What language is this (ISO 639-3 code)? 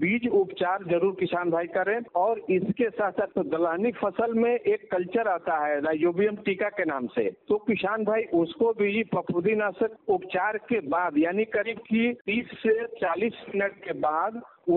hin